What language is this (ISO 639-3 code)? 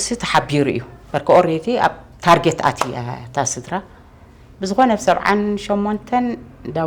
tir